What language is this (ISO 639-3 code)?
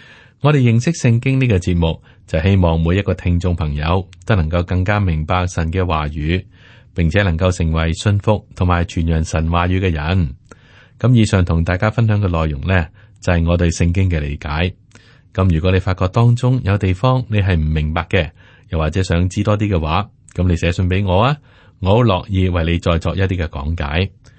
yue